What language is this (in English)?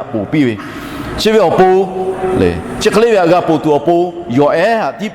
Lahu